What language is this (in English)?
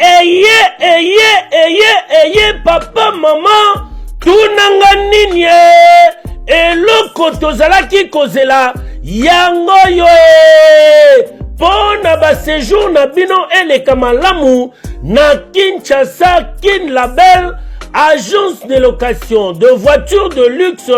Lingala